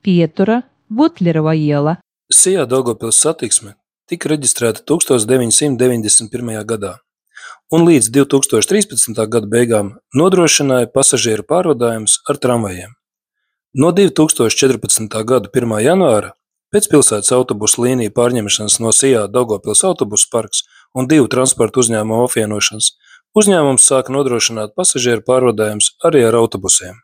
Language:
Latvian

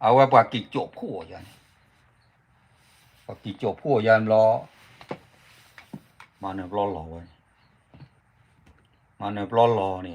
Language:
S'gaw Karen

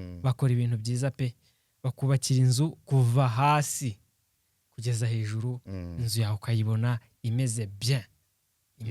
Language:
Kinyarwanda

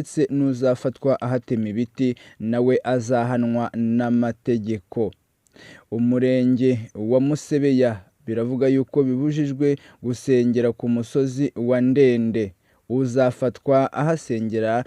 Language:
Kinyarwanda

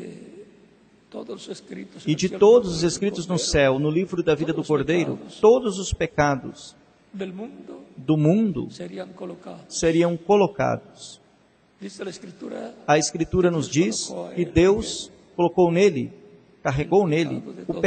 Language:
Portuguese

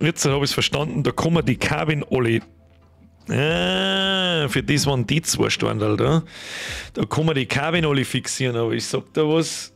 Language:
Bavarian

